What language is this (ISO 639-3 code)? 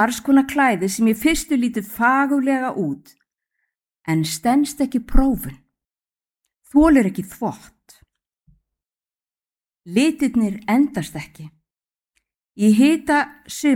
isl